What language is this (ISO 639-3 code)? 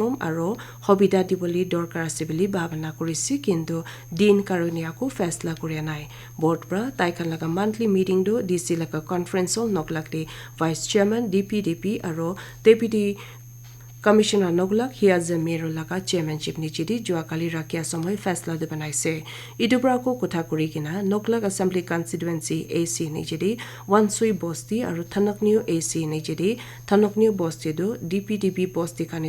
nag